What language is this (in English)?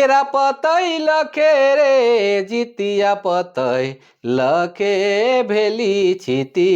Sadri